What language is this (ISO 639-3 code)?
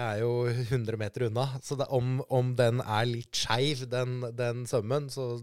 nor